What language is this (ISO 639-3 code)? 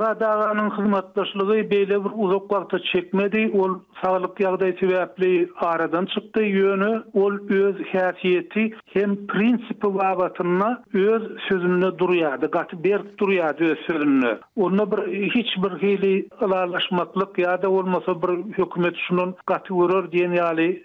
tuk